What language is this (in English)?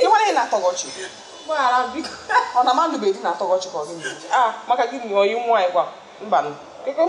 Igbo